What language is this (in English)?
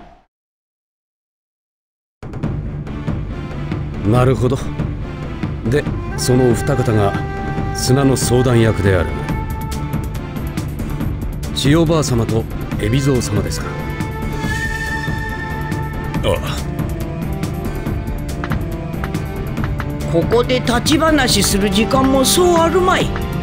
Japanese